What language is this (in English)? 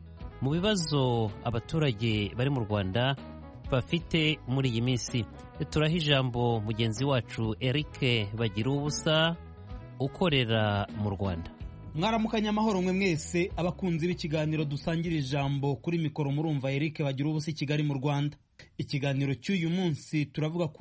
Kinyarwanda